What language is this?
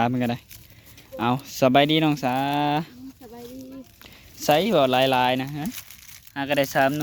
Northeastern Thai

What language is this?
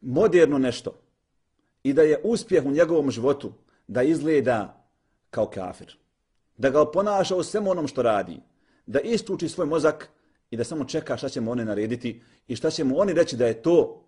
Bosnian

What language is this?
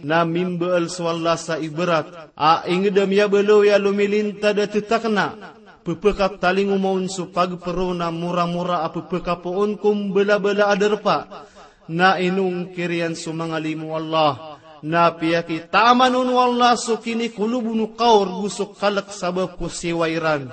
Maranao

